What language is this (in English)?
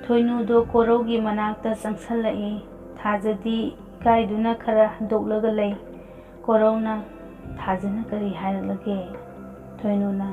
Manipuri